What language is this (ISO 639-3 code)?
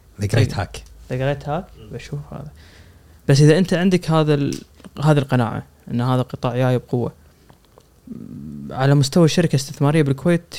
afb